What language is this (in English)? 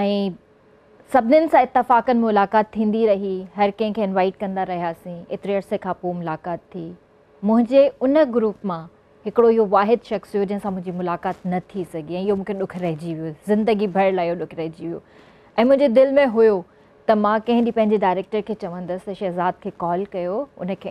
Sindhi